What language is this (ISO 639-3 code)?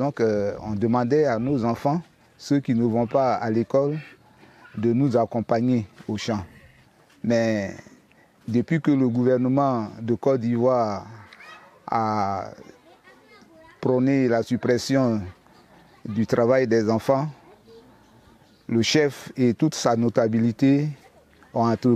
fra